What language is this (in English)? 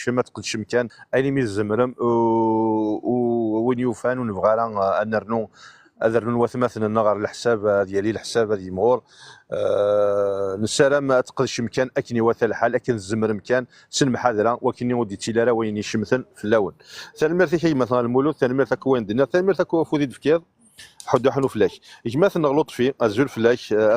Kabyle